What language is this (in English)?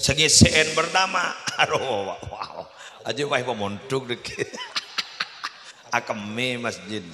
Madurese